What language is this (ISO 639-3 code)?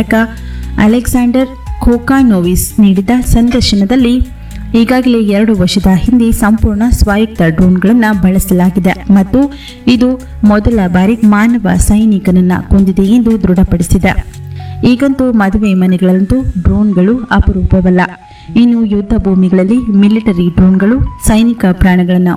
kan